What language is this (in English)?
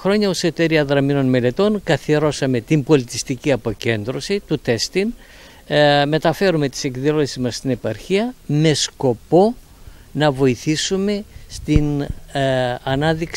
Greek